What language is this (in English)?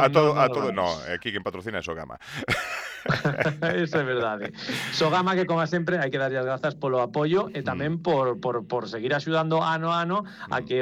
Galician